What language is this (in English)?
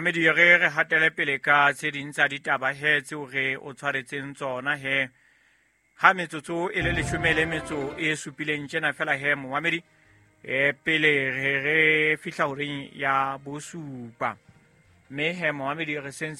Southern Sotho